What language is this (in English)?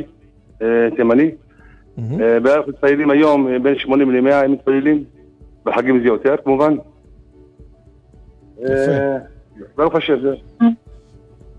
Hebrew